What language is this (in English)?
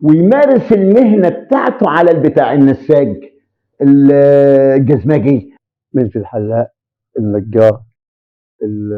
Egyptian Arabic